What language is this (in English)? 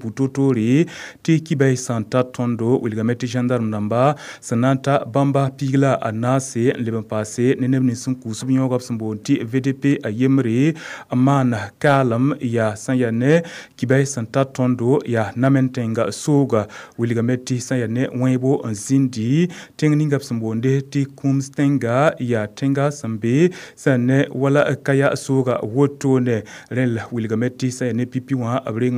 Mossi